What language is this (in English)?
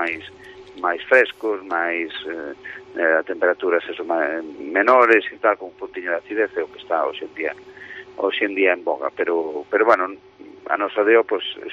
Galician